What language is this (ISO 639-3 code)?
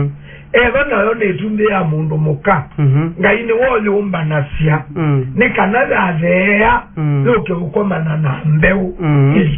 kam